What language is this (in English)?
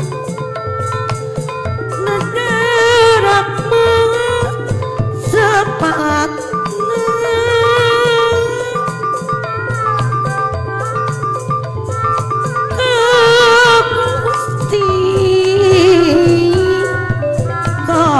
Sundanese